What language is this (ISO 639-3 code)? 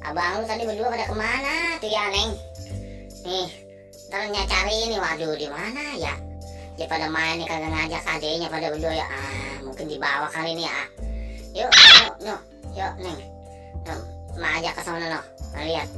bew